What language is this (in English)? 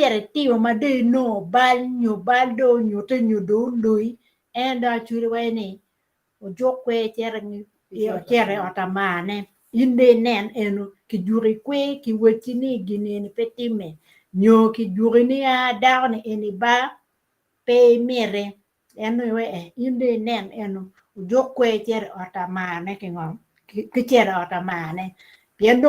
Acoli